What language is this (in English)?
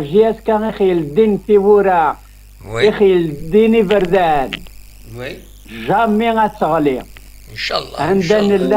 Kabyle